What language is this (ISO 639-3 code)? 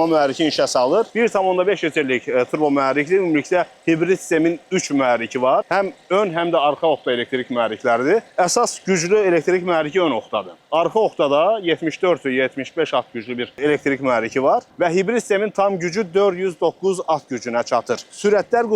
aze